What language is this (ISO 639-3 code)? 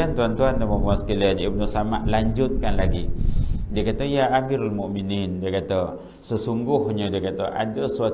msa